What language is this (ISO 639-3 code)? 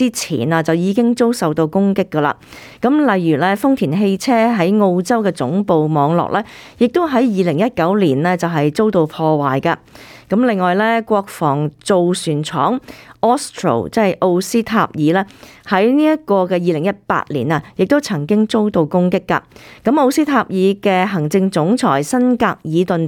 yue